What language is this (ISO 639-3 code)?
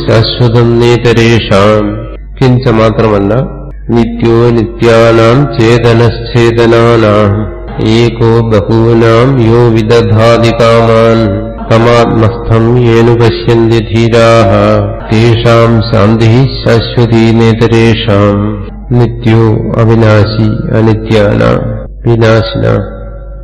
mal